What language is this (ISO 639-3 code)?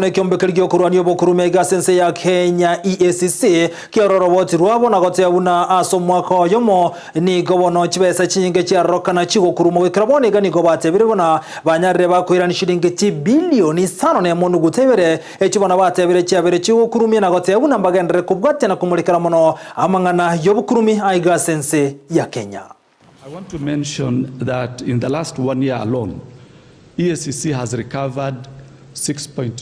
guz